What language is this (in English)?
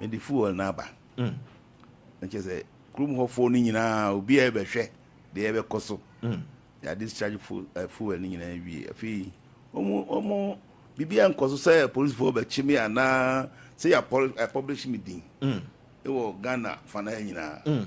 Akan